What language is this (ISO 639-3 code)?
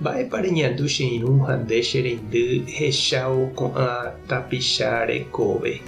grn